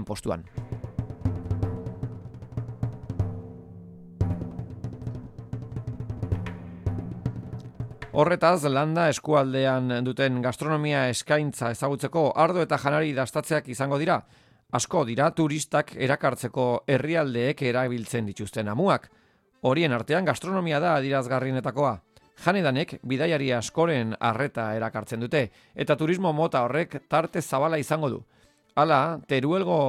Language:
Basque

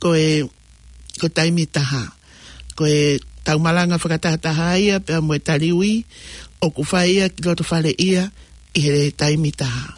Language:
Tongan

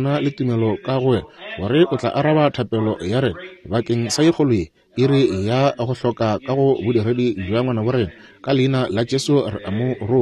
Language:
Northern Sotho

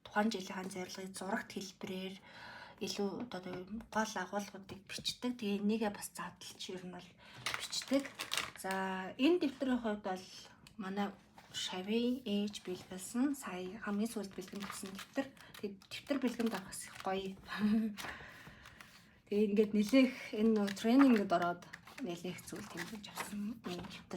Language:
Mongolian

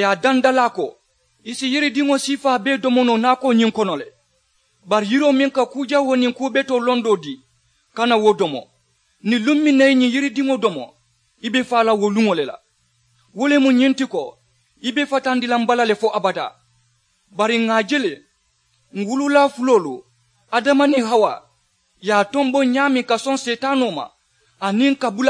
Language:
Mandingo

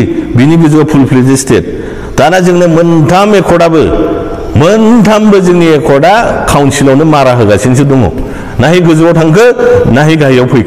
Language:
Bodo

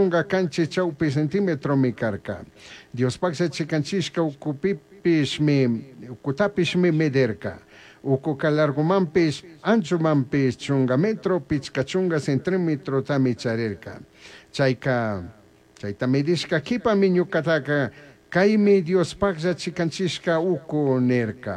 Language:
Chimborazo Highland Quichua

